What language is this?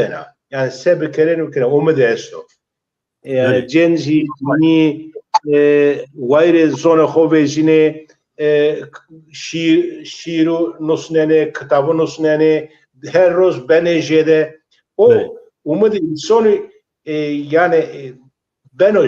Zaza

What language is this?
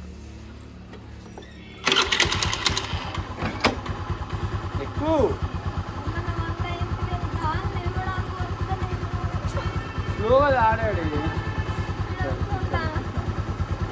Telugu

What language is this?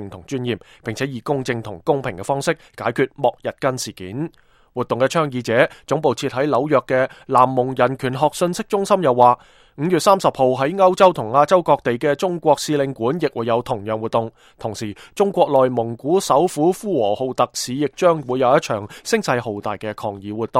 Cantonese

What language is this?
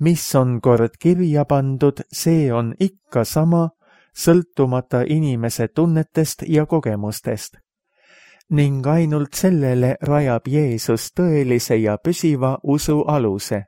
Estonian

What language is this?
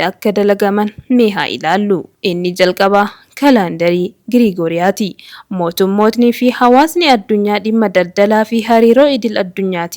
Oromo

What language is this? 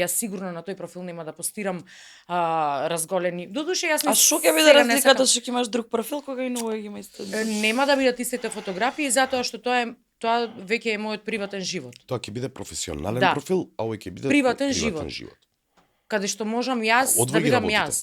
Macedonian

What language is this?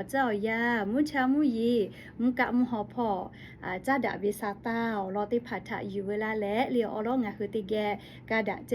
Lahu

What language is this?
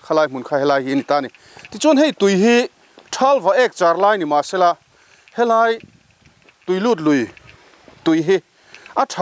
Mizo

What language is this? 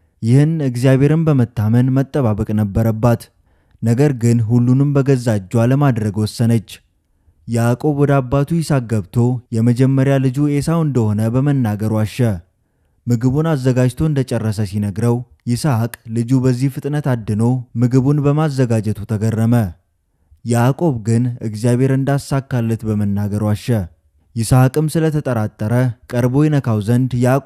Amharic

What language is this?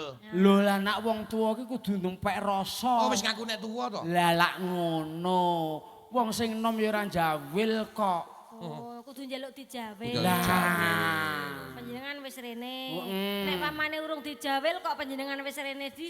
Javanese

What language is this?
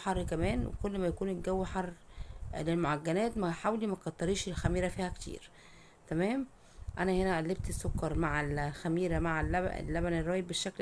Egyptian Arabic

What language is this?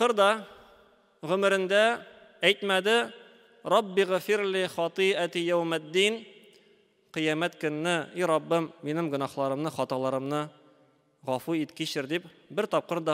Tatar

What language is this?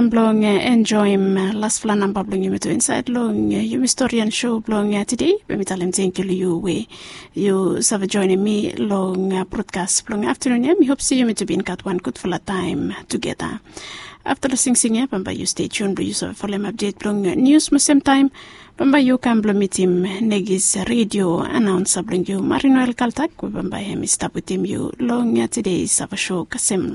Bislama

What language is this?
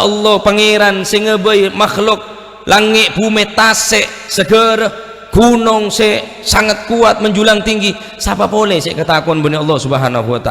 Madurese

